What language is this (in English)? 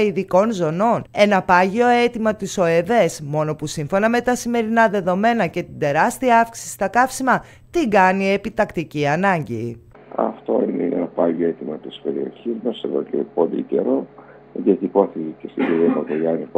Greek